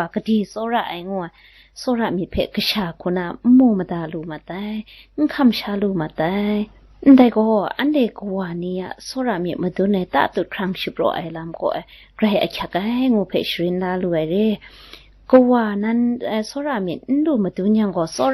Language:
Kachin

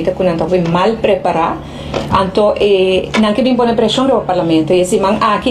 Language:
Papiamento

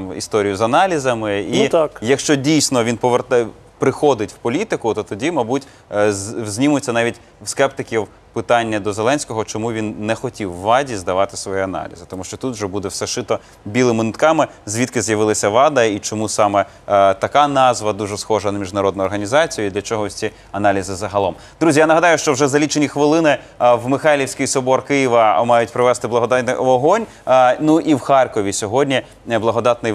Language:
Ukrainian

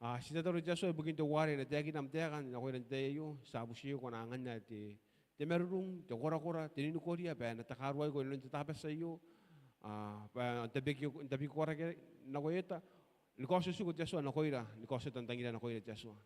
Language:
Gilbertese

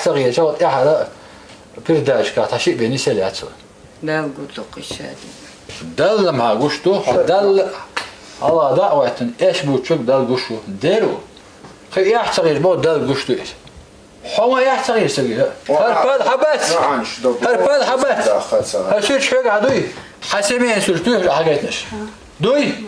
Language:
Chechen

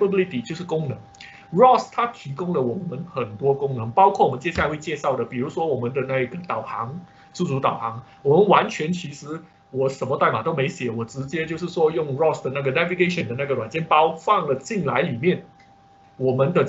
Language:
Chinese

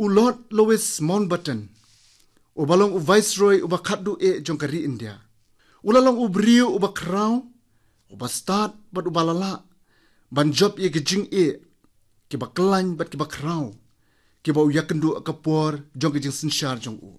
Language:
Khasi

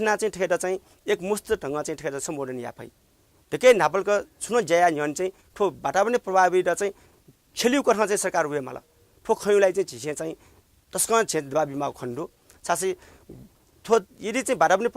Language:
Newari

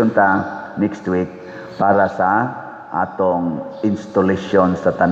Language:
Cebuano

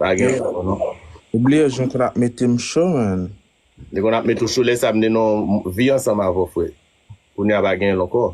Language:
Haitian Creole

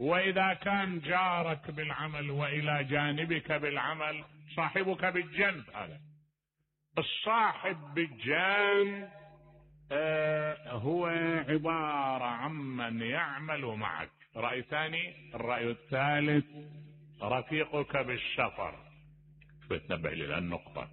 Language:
Mesopotamian Arabic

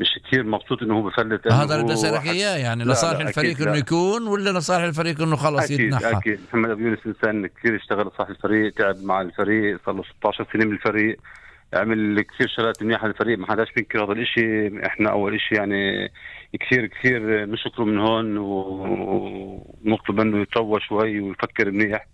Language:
North Levantine Arabic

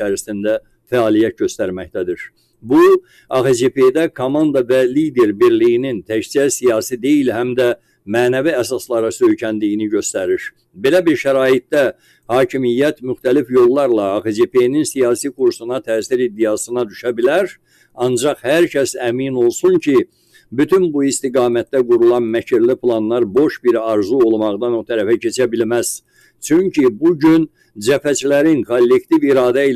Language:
Azerbaijani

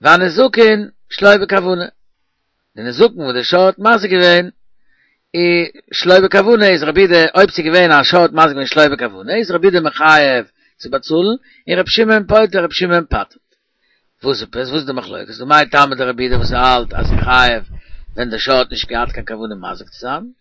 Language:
Yiddish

